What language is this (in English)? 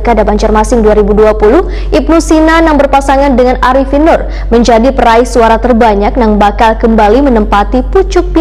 Banjar